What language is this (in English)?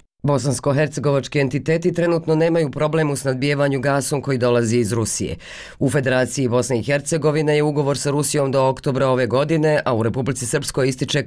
Bosnian